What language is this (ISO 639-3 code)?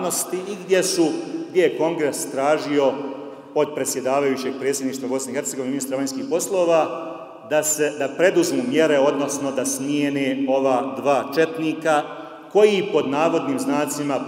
bos